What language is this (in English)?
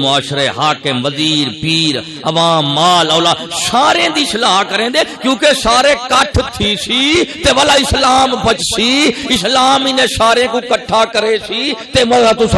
Saraiki